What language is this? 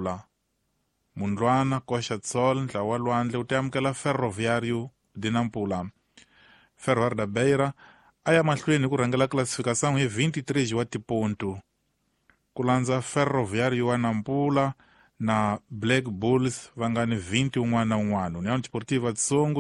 Tsonga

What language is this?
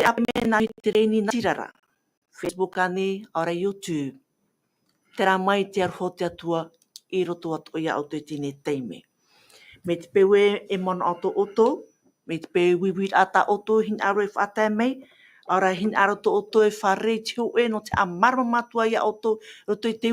Tahitian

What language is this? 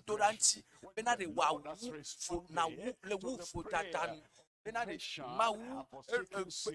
Ewe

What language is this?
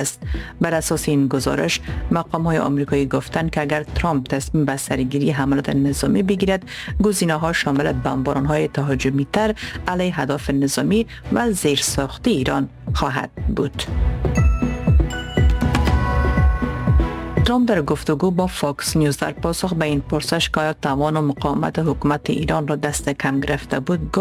Persian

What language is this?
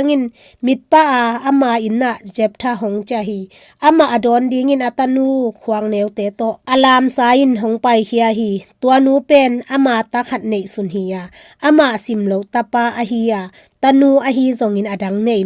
Tedim Chin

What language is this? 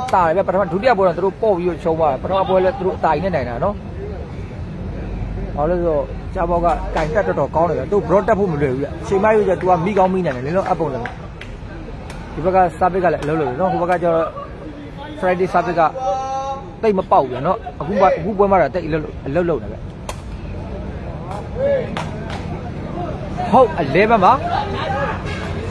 Burmese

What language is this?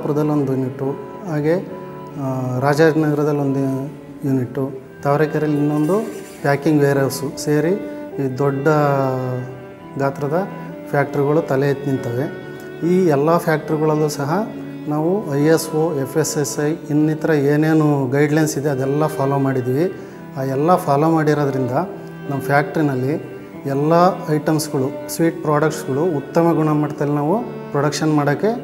Kannada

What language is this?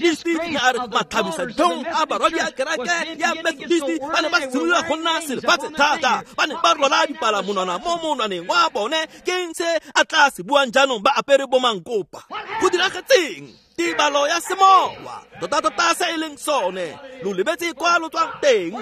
Tswana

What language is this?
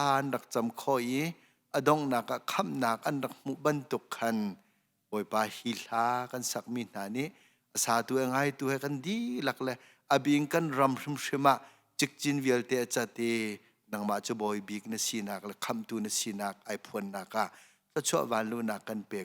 Hakha Chin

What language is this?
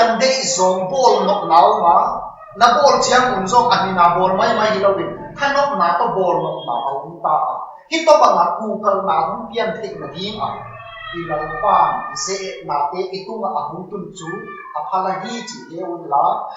Tedim Chin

